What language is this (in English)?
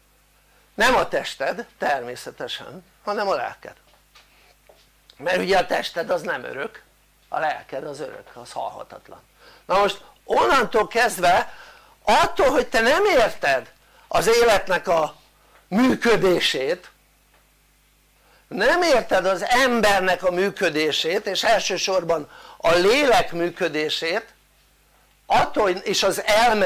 Hungarian